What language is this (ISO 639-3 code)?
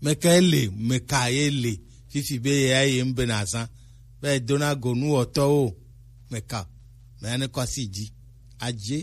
gej